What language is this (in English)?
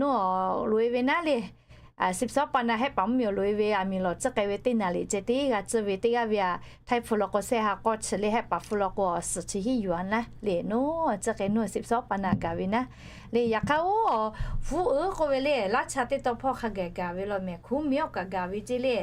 Lahu